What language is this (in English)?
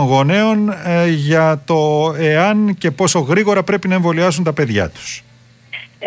Greek